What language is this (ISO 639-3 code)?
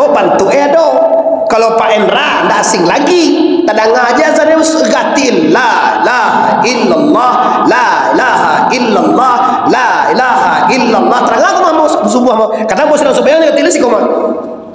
min